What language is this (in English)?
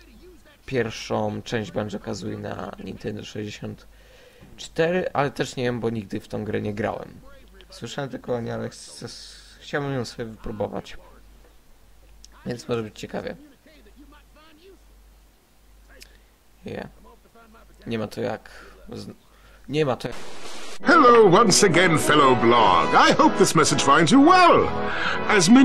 Polish